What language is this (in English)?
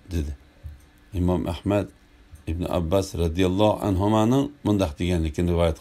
Uyghur